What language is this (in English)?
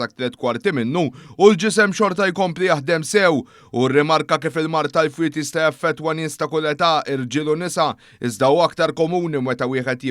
Maltese